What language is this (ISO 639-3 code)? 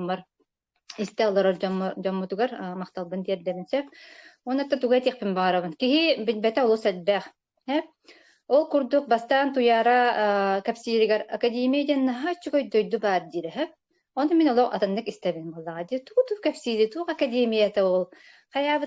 sah